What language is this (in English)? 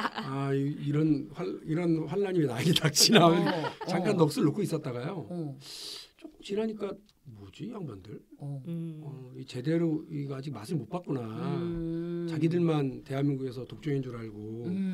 Korean